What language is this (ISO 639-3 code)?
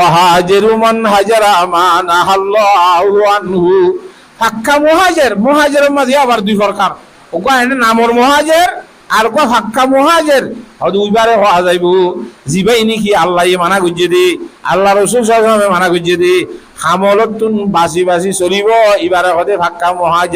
rhg